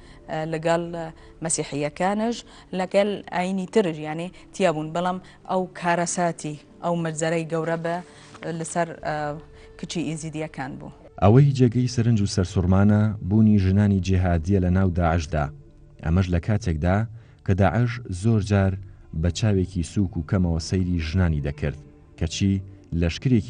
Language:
Central Kurdish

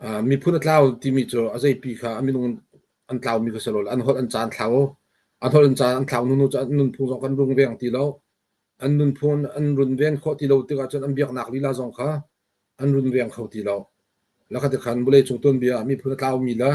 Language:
Hakha Chin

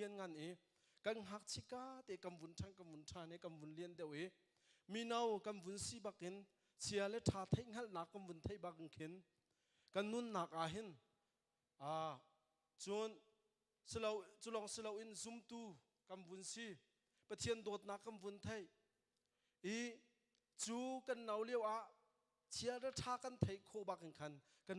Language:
Hakha Chin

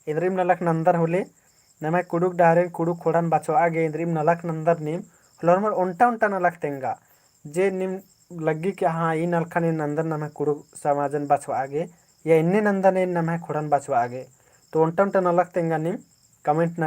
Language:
Kurukh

